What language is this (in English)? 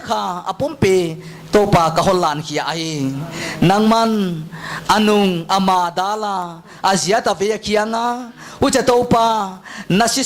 Paite Chin